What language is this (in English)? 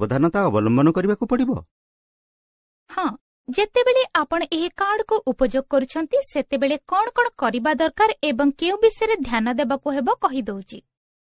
Odia